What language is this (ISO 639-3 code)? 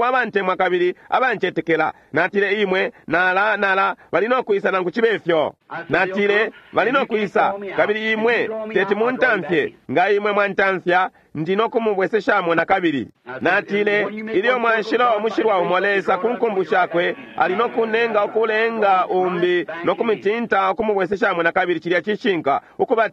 bem